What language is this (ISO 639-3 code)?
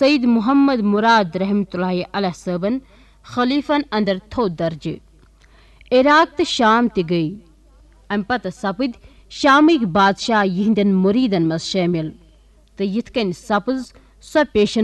kas